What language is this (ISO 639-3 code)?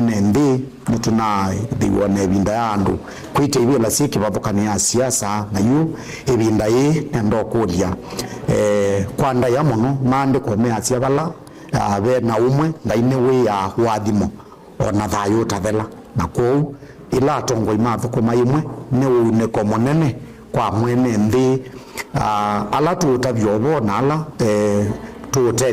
kam